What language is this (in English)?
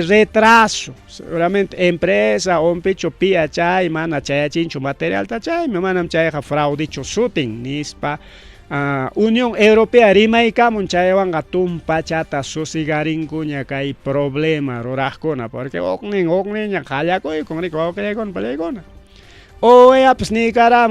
Ayacucho Quechua